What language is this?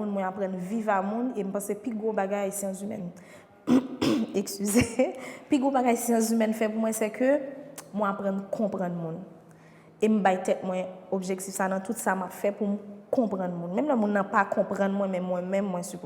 Haitian Creole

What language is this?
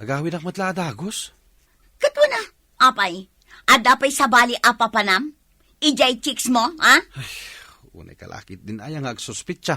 Iloko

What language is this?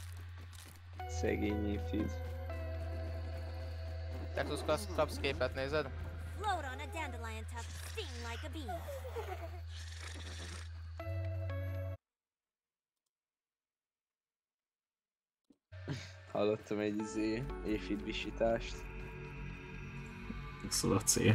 Hungarian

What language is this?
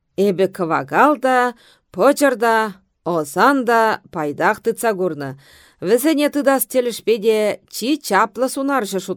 Chuvash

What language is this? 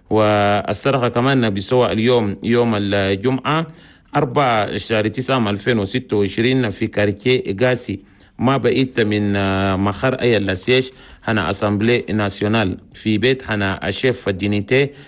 Chadian Arabic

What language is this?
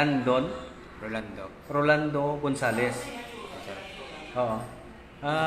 Hiligaynon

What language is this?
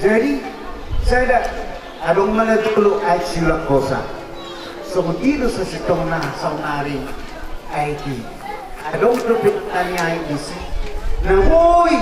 Batak Toba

